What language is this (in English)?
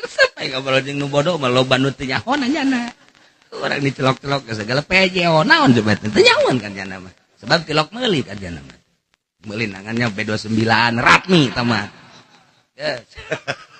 Sundanese